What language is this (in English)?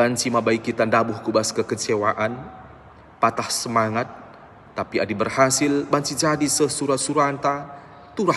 Batak Karo